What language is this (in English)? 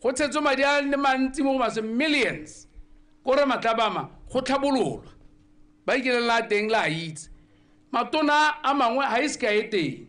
Tswana